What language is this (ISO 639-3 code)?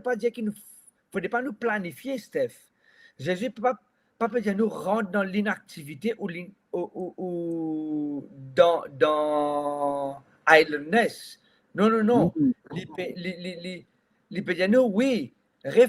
mfe